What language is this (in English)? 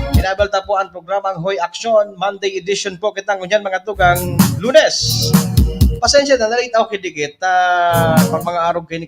Bikol